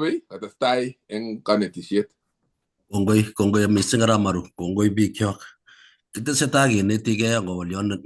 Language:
Kalenjin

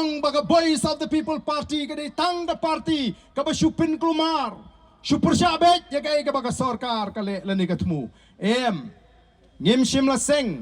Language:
Khasi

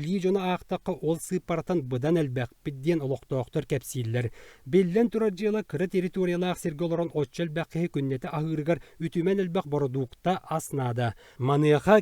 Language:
Yakut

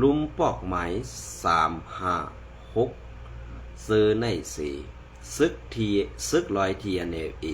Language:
Shan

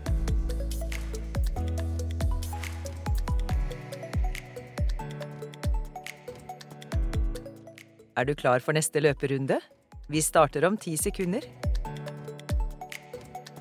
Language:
Norwegian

